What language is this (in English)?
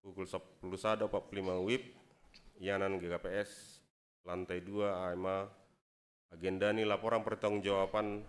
Batak Simalungun